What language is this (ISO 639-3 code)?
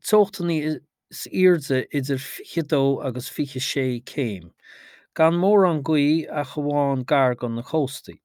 gle